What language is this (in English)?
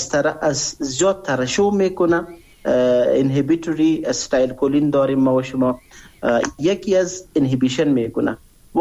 Persian